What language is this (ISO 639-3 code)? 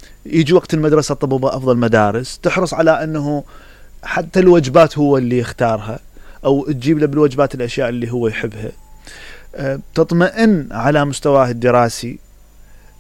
acm